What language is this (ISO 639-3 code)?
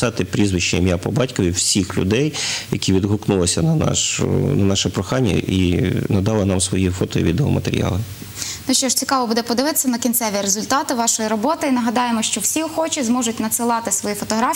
ukr